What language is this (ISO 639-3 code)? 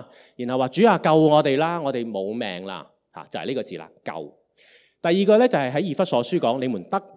yue